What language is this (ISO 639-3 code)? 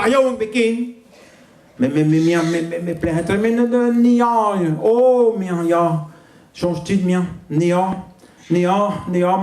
bre